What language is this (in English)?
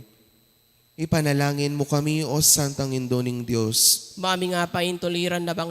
Pampanga